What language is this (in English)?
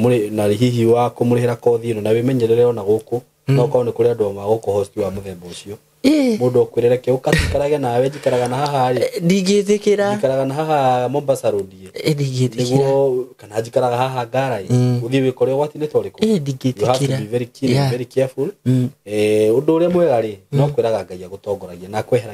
Kikuyu